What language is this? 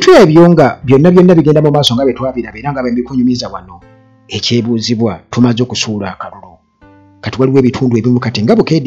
Ganda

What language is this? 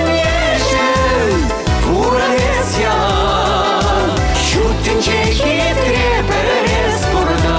Chuvash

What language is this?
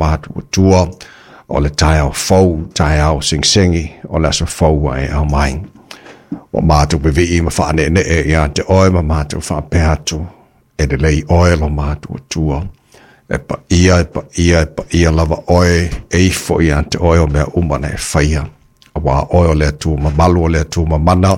Samoan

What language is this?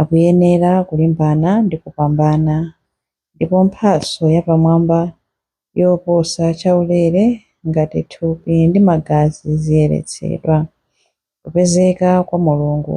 Nyanja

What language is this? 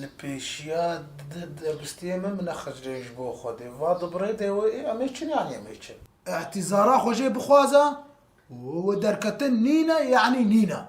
Kurdish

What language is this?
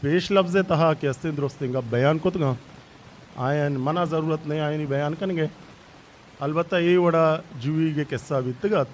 Eastern Balochi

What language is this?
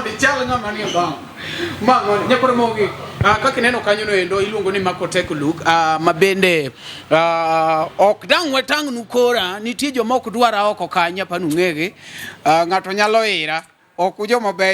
Luo (Kenya and Tanzania)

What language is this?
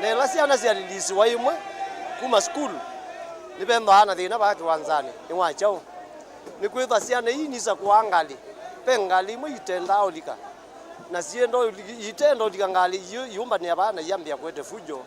Kamba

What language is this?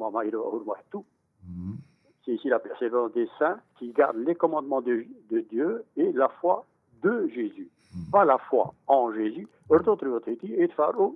Tahitian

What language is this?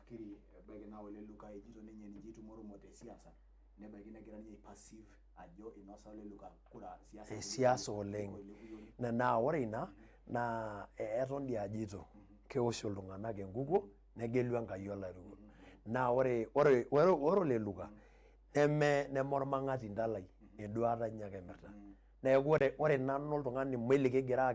Masai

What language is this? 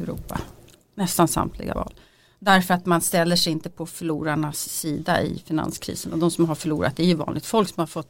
Swedish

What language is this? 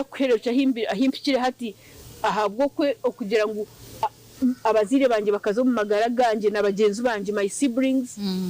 Nyankole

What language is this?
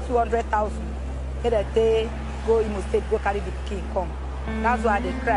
Nigerian Pidgin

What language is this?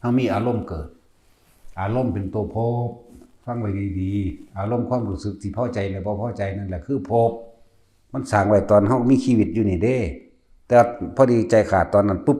Lao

